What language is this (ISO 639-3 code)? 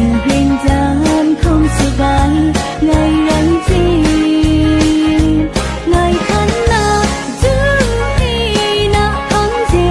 kac